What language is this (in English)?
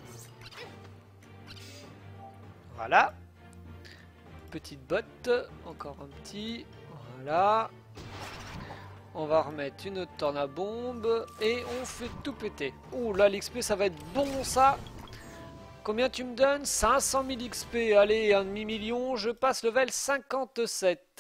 French